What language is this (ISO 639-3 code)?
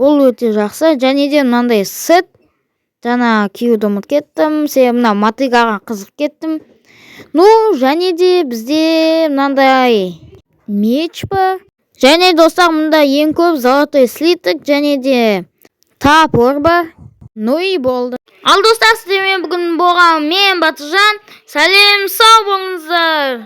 kaz